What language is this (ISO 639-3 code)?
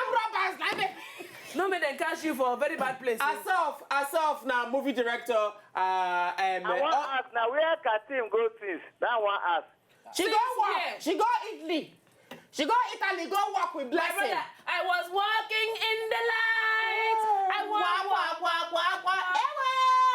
pcm